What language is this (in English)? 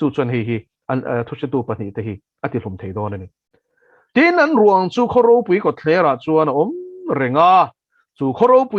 Mizo